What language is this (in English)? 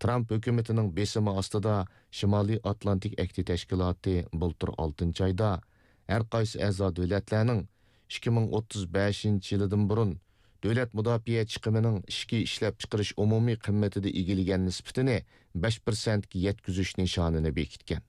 Uyghur